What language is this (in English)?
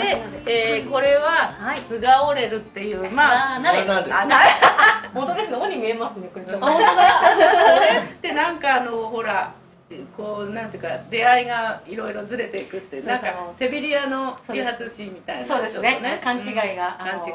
Japanese